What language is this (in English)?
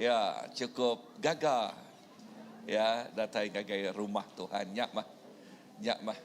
Iban